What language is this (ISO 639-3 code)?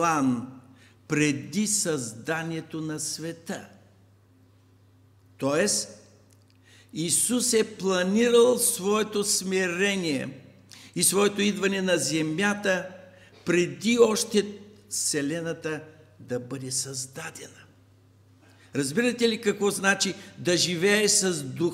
bul